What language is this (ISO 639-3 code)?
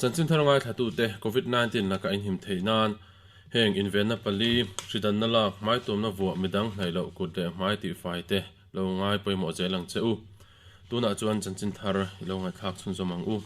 lus